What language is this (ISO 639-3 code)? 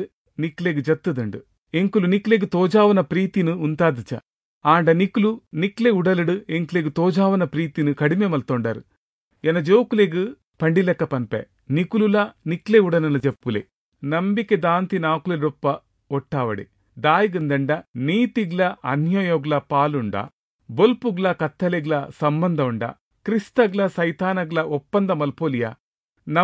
tcy